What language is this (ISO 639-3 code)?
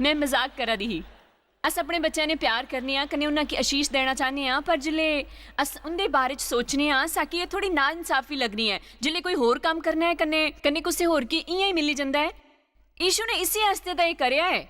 doi